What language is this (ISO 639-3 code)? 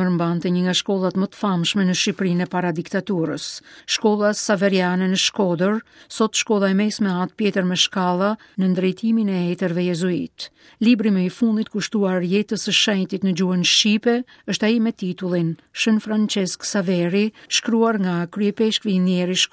sqi